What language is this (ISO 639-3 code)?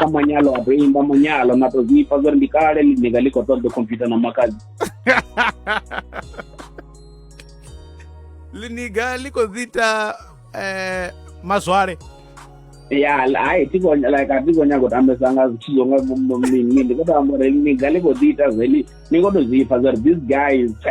ven